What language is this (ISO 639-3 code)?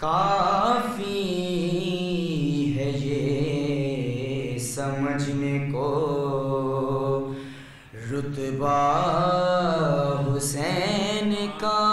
urd